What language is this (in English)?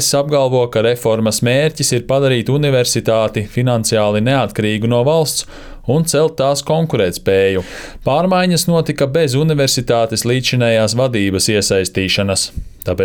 Latvian